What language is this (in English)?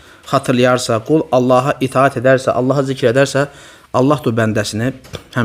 Azerbaijani